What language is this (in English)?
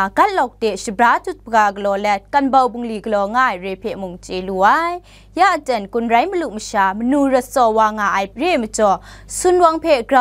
Kachin